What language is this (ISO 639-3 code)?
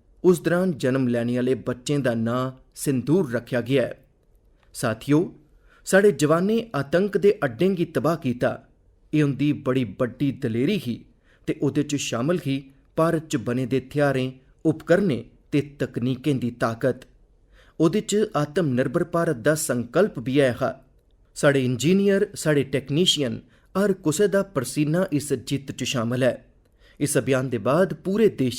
doi